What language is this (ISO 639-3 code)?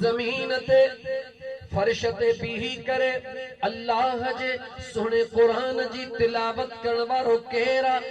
snd